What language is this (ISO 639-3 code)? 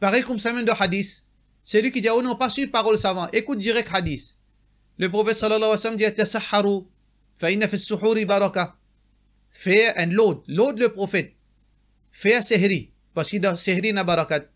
mfe